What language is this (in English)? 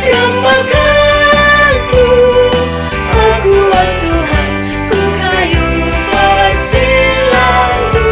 Batak Karo